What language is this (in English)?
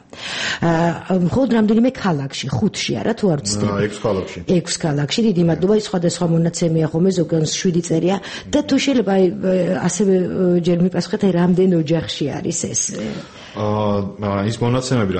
Georgian